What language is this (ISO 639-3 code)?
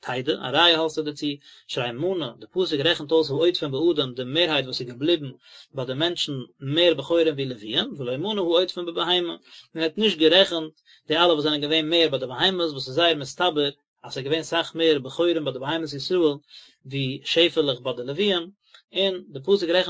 yid